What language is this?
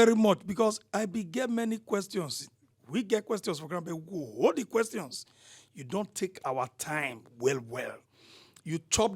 Nigerian Pidgin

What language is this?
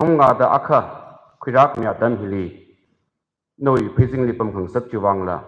Tangkhul Naga (India)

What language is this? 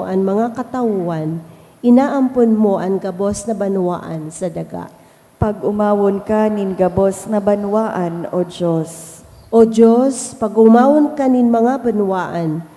Bikol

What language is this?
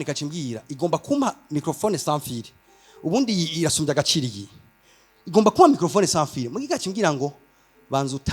Rundi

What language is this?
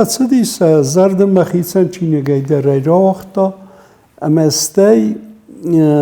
Ossetic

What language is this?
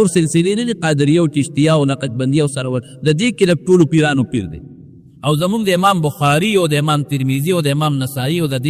Pashto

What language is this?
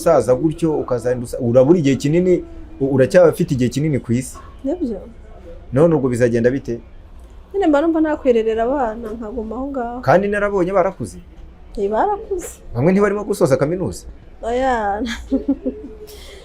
Kinyarwanda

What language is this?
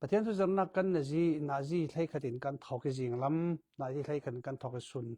Falam Chin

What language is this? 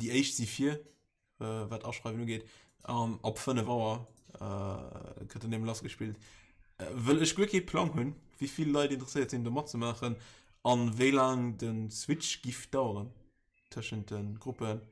Luxembourgish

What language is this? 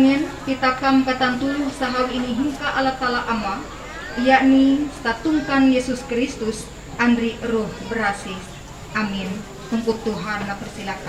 Ma'anyan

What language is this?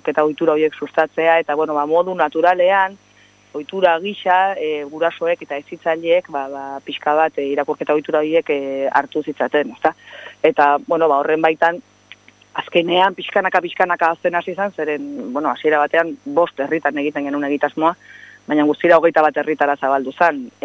Basque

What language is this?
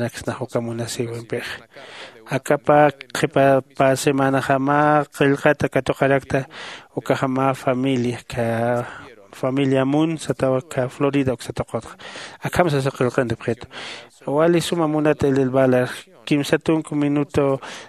Aymara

